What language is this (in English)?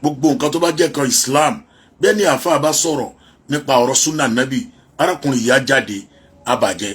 Yoruba